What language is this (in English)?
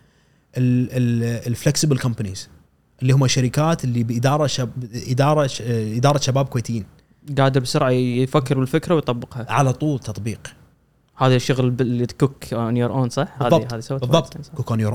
Gulf Arabic